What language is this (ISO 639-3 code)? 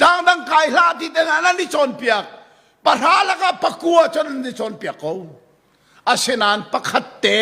cnh